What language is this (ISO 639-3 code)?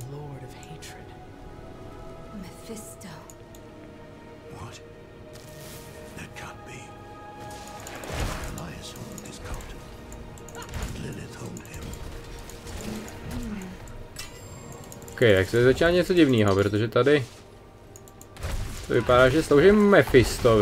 ces